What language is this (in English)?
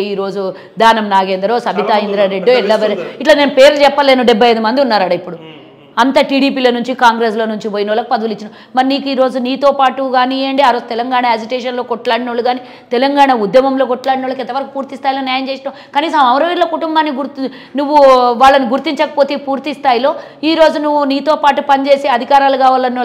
Telugu